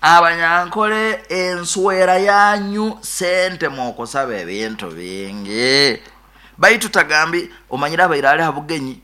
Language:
Nyoro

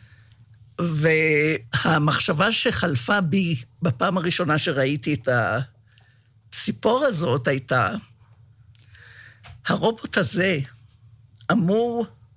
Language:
Hebrew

